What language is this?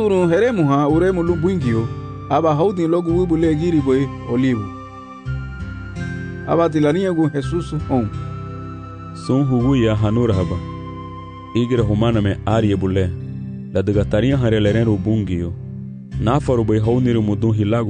Garifuna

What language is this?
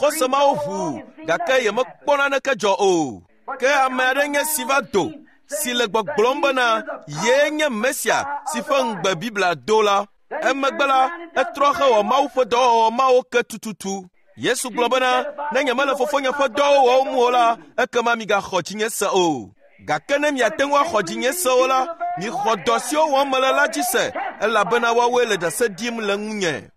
Ewe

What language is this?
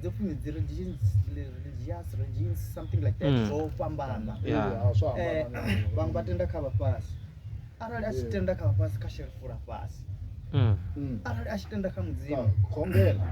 Venda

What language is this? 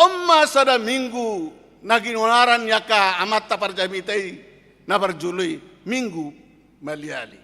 Batak Toba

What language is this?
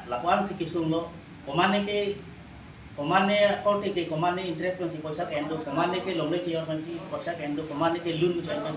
Karbi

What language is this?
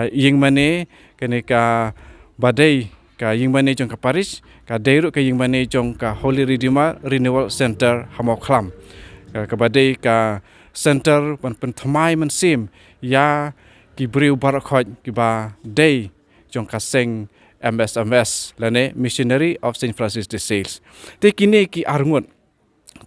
Khasi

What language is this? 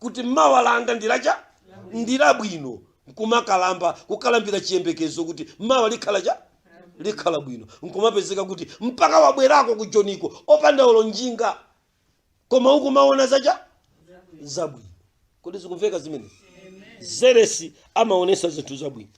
Nyanja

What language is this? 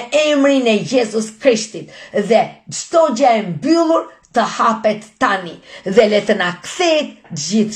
Albanian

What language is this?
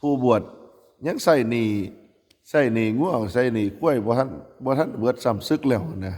Northeastern Thai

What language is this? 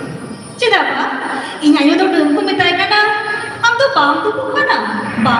Santali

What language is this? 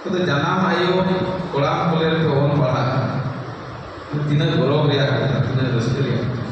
Santali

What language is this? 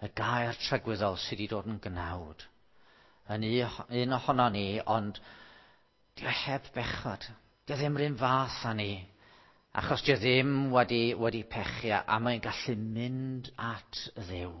Welsh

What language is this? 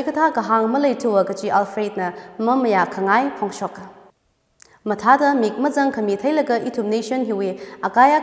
Tangkhul Naga (India)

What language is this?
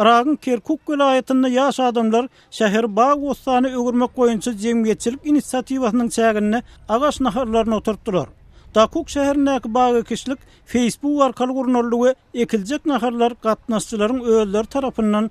Turkmen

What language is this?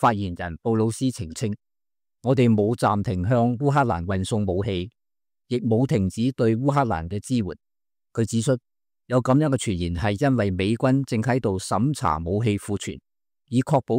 Cantonese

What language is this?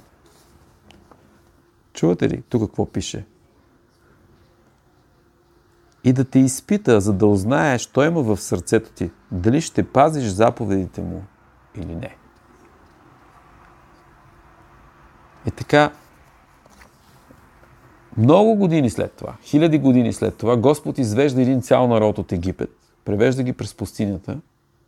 Bulgarian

